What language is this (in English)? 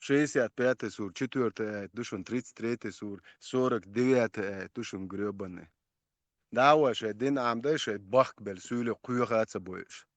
Chechen